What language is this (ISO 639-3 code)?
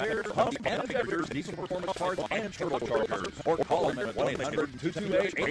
eng